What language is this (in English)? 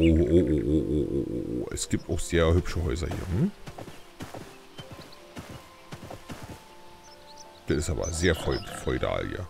German